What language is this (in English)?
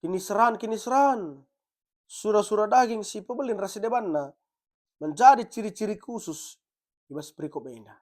Batak Karo